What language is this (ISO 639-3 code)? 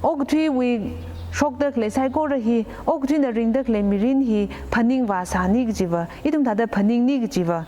nmf